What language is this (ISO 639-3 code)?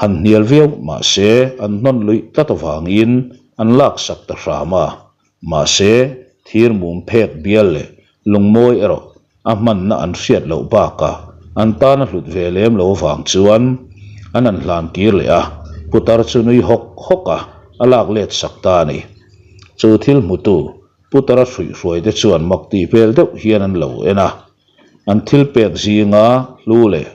lus